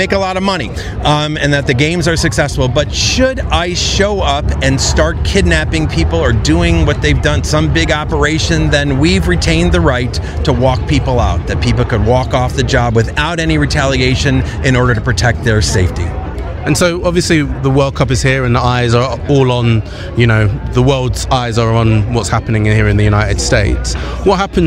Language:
English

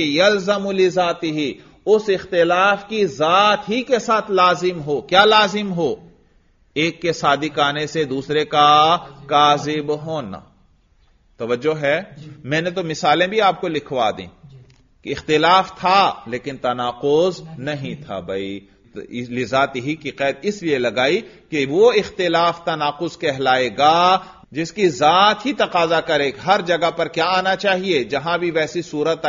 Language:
Urdu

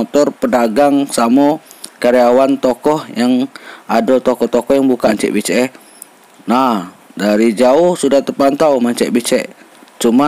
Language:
Musi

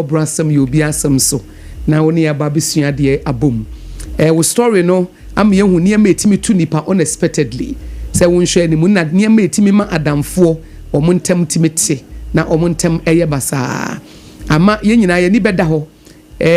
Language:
Akan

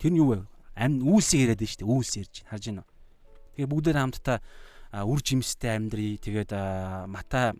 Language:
Mongolian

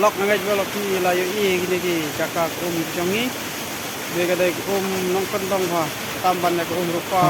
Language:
Khasi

